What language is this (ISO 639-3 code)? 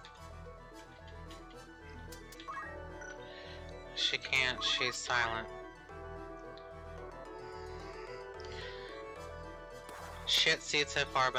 eng